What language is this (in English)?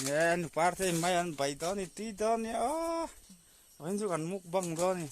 Mizo